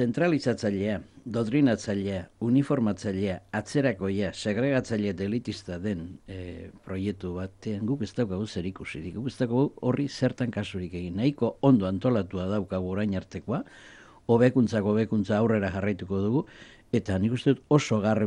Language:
Basque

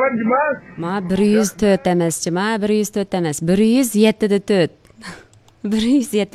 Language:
Uyghur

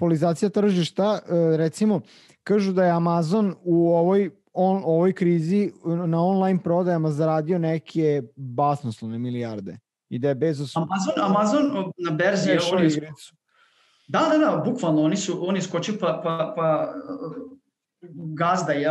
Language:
Serbian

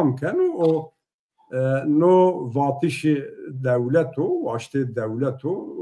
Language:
Zaza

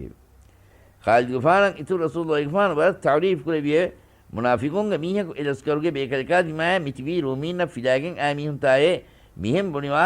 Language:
Divehi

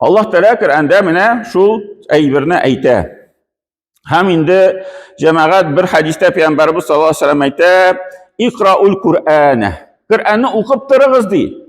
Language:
Tatar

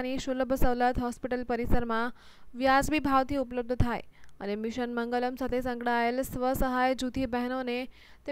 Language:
Gujarati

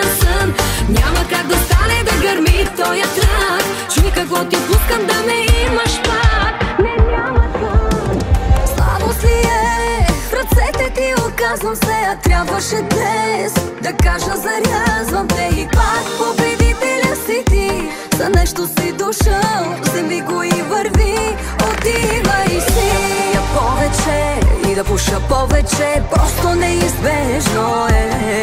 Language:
Bulgarian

